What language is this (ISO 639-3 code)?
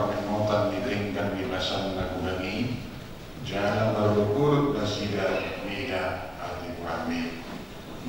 bbc